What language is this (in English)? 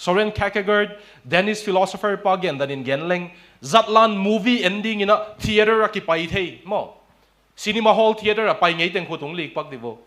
Tedim Chin